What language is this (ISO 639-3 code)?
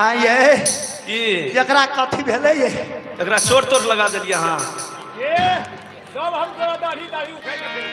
mai